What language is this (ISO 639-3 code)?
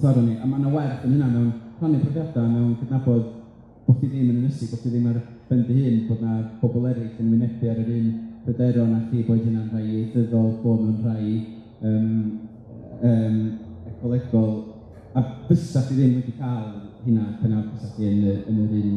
cym